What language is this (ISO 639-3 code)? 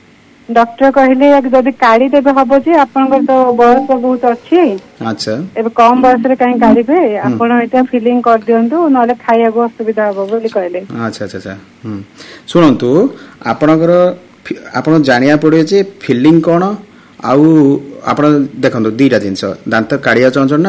ori